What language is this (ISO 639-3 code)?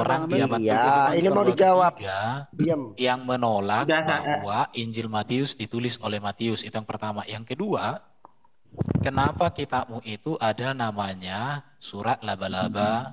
ind